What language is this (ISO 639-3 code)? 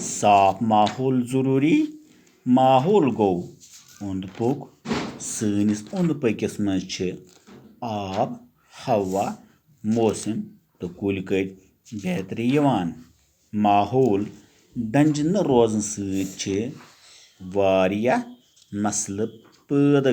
kas